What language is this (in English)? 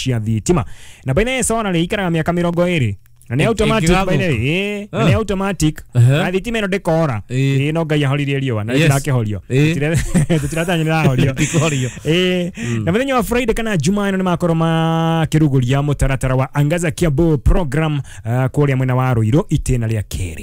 Kikuyu